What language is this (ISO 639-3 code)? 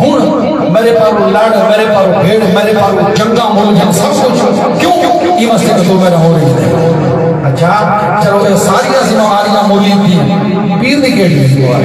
skr